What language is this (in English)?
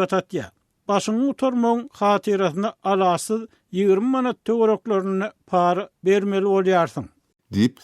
Turkmen